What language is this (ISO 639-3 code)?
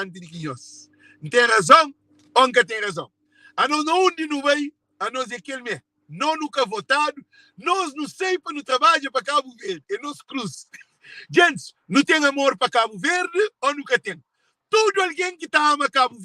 kea